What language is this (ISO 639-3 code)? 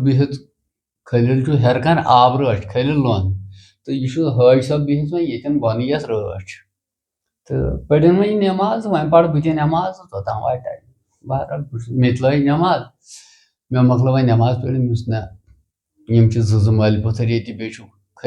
kas